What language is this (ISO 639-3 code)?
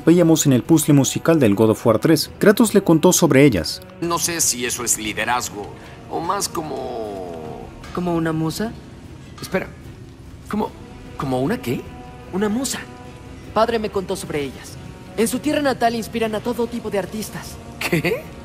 spa